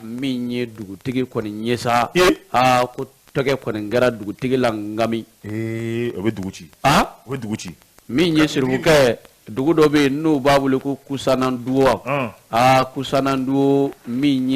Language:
Bambara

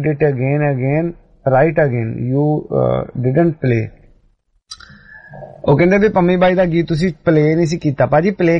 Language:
Punjabi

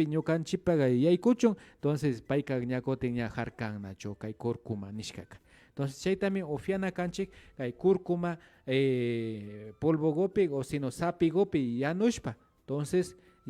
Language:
Imbabura Highland Quichua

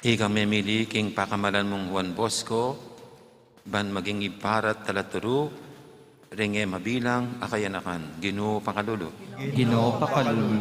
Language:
Pampanga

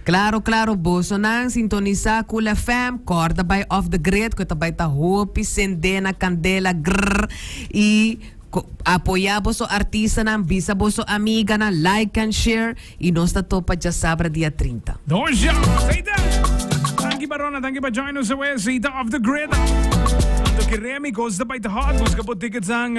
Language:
Papiamento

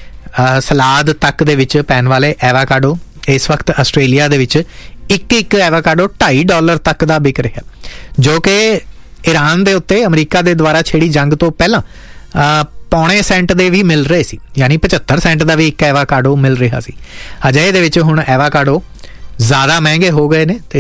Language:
Punjabi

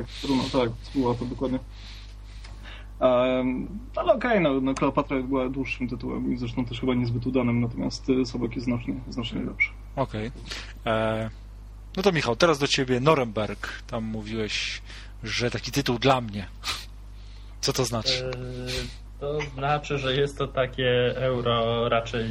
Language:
Polish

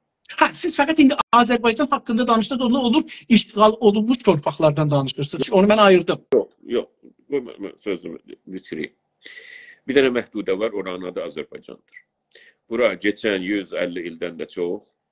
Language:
South Azerbaijani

